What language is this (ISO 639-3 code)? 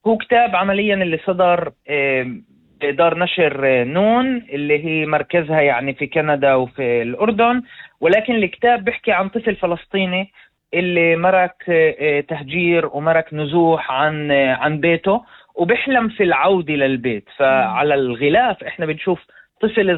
apc